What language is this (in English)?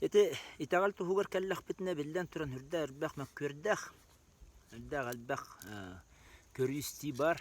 Yakut